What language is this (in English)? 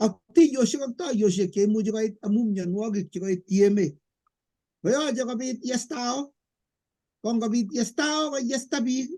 Kalenjin